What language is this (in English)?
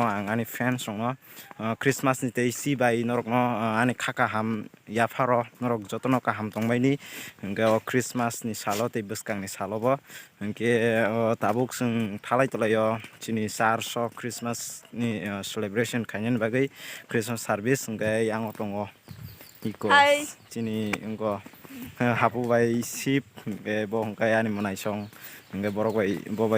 Kok Borok